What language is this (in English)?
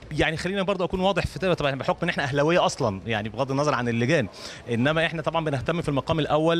Egyptian Arabic